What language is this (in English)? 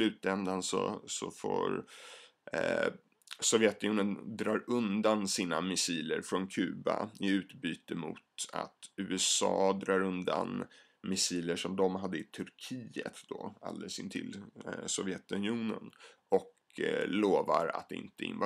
Swedish